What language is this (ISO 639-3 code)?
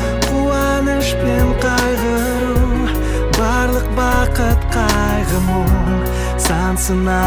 kaz